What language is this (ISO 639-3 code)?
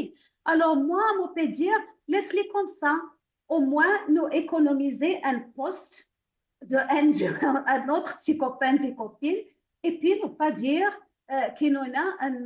mfe